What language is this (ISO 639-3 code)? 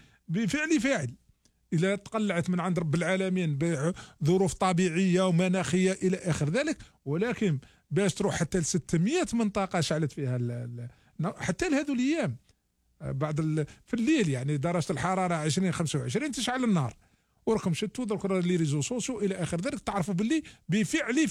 arq